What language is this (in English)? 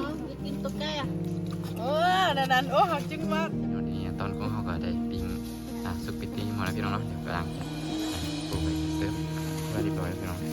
Lao